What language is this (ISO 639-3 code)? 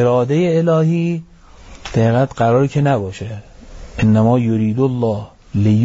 fas